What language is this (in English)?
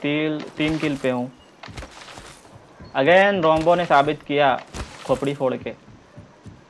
Hindi